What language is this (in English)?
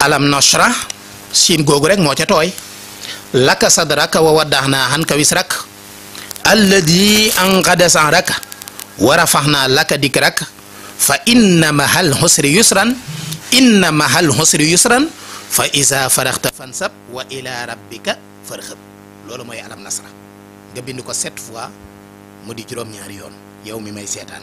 Wolof